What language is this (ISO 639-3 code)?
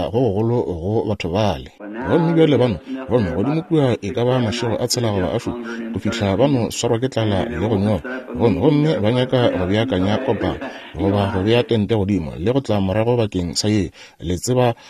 nso